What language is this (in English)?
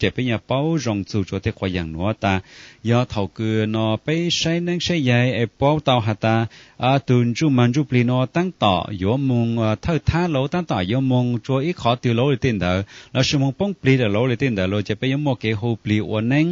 Hmong